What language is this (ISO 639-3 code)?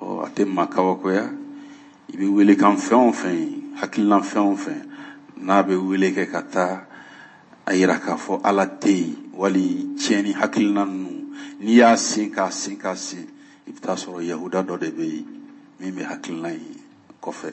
bam